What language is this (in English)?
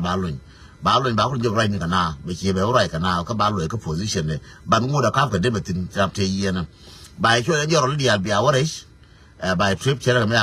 Nuer